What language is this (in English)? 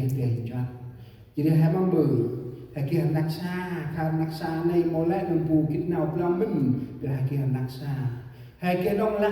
Central Mnong